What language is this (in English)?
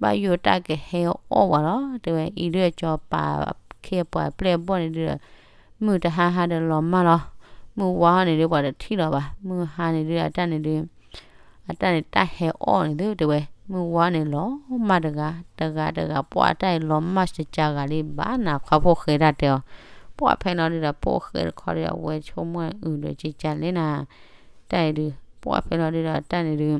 S'gaw Karen